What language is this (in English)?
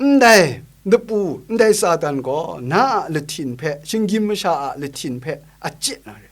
Kachin